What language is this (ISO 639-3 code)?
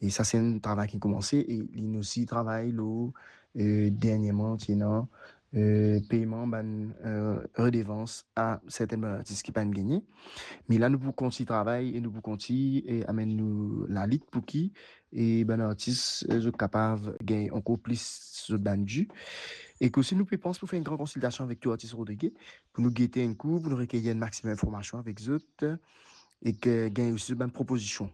mfe